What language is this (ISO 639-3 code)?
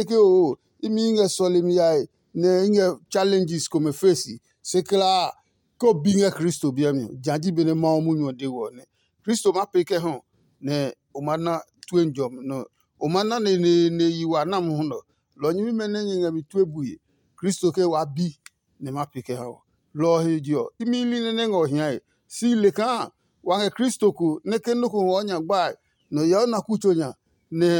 ada